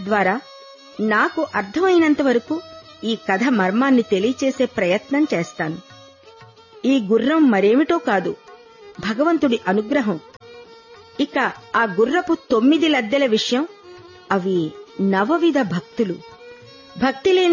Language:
Telugu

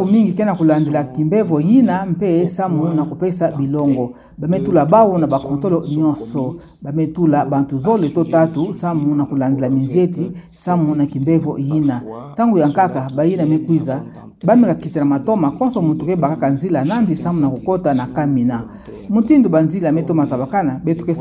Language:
Kituba (Democratic Republic of Congo)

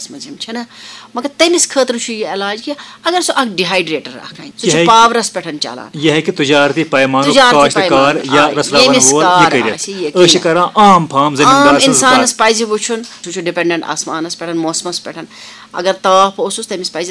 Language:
Kashmiri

